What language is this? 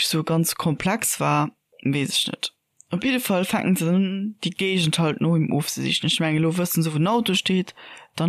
Luxembourgish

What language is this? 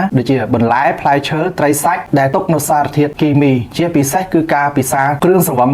Khmer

